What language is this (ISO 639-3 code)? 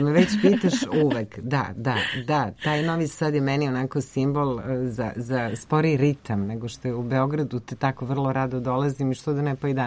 srp